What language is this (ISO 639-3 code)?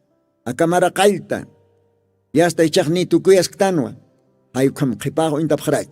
aym